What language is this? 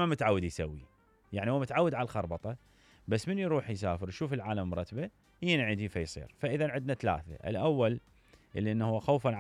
Mesopotamian Arabic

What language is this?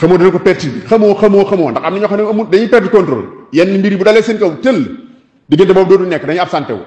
Wolof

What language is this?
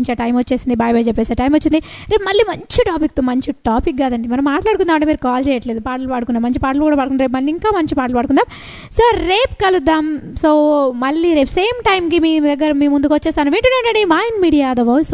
Telugu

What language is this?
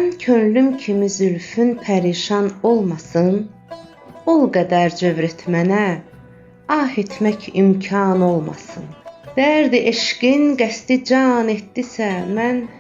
Azerbaijani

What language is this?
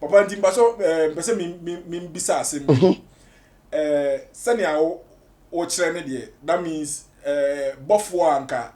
Akan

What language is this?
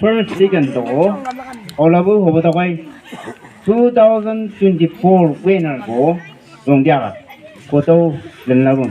Chang Naga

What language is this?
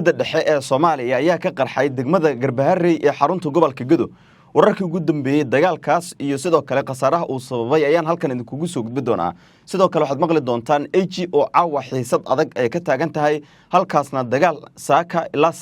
Somali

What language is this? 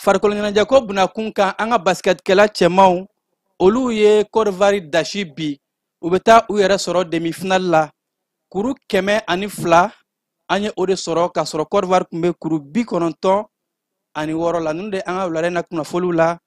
Bambara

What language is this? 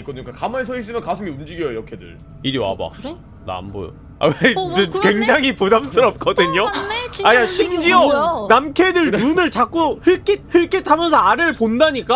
Korean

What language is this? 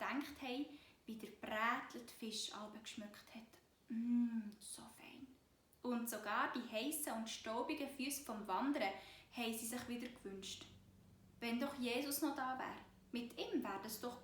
Swiss German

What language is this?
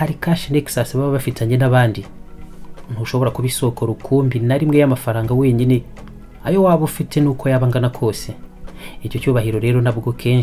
Kinyarwanda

